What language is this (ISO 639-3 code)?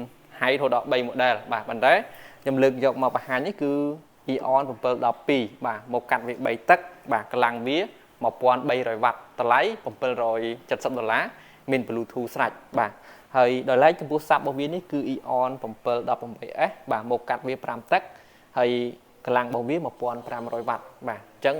khm